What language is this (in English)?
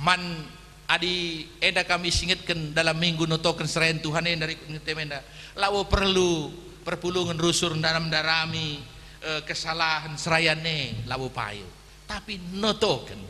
Batak Karo